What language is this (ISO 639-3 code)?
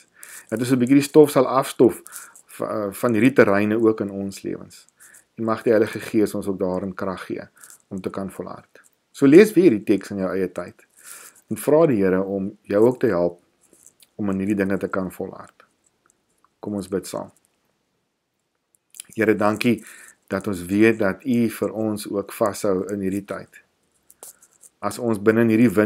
afr